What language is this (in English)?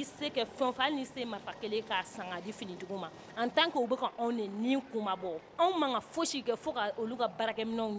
Bambara